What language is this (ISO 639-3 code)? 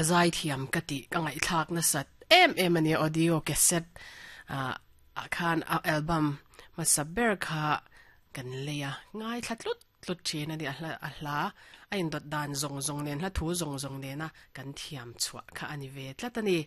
lus